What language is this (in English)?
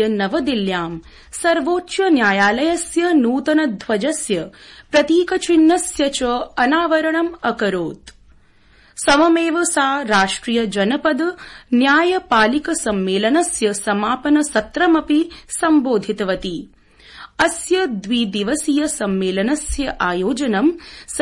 Sanskrit